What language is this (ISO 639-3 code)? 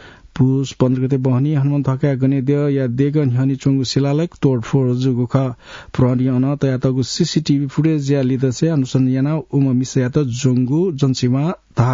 new